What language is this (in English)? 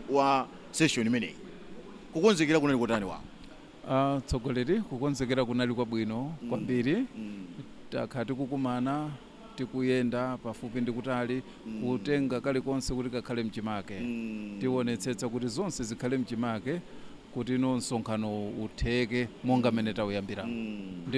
Nyanja